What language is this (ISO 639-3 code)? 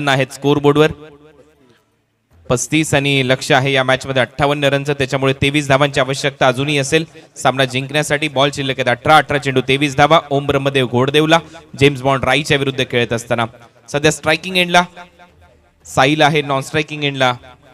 mar